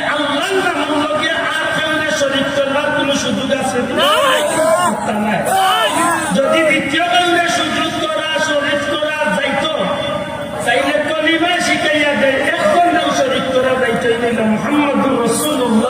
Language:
Sylheti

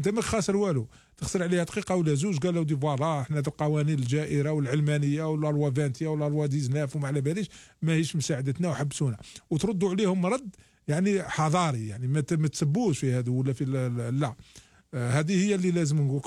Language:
Algerian Arabic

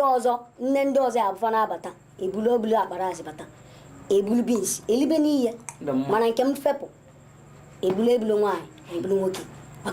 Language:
Igbo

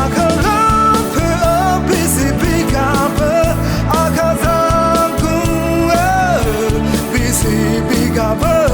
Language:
Akha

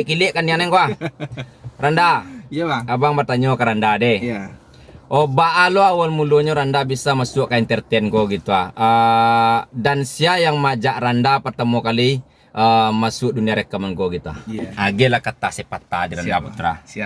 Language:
Minangkabau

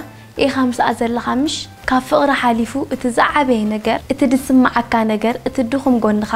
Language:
Tigrinya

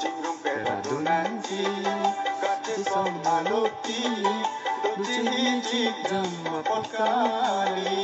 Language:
Karbi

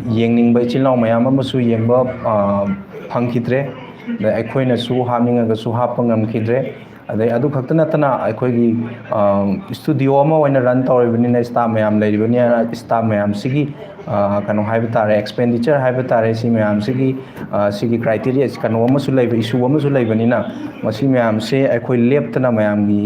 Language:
Manipuri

